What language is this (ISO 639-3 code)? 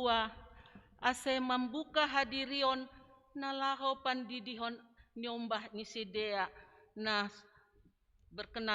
bts